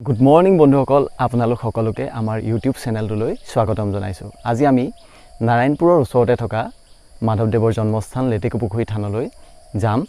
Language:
Assamese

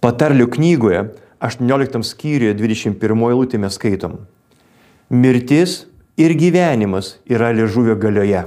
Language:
Lithuanian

